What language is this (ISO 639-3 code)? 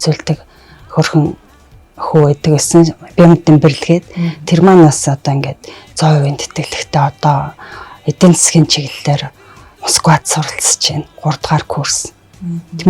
mon